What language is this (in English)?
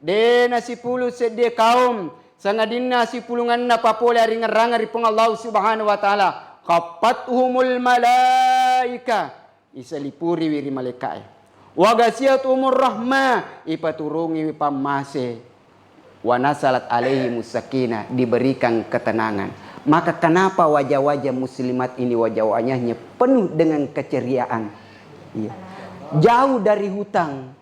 Buginese